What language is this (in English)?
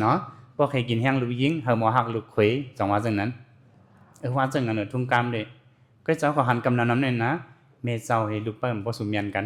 Shan